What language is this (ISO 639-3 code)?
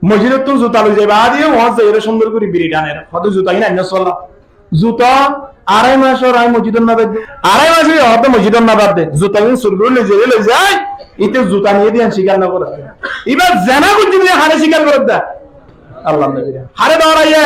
rhg